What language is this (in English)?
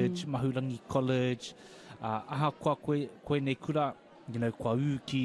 Māori